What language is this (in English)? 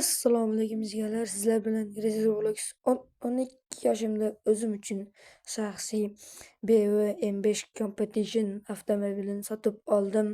Uzbek